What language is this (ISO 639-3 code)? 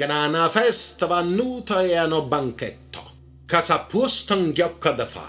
nap